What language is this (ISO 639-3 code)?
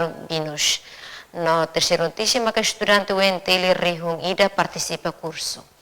tet